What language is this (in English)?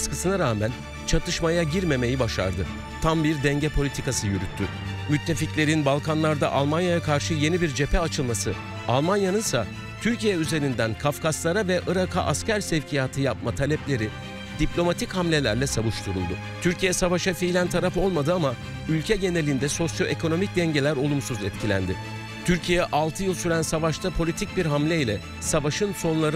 Turkish